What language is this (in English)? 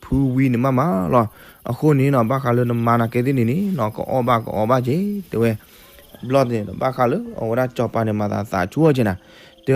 S'gaw Karen